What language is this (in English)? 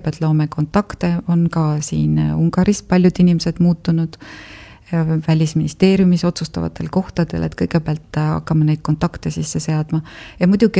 Estonian